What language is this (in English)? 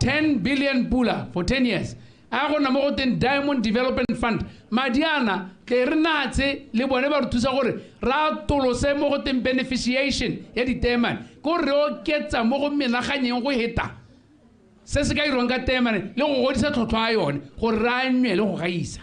Tswana